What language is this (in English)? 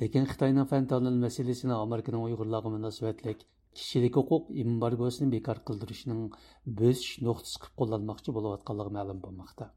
Uyghur